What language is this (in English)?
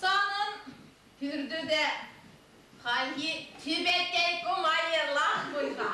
Chuvash